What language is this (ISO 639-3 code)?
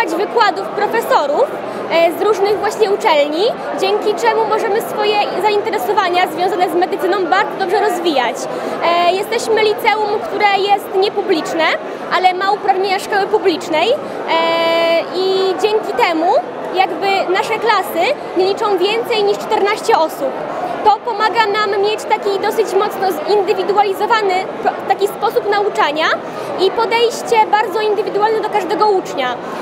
pol